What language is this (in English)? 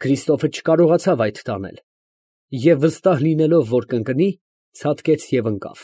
Armenian